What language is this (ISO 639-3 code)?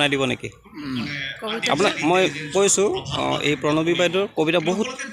asm